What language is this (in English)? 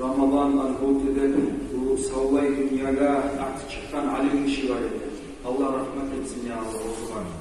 Kumyk